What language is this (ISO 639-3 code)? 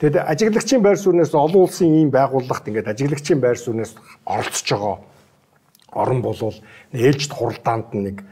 mon